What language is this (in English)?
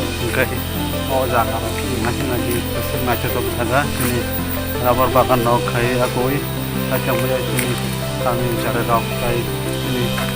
Kok Borok